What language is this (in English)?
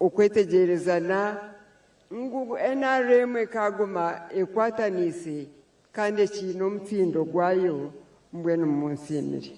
Nyankole